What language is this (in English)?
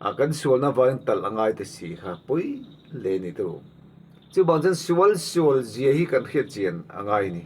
Mizo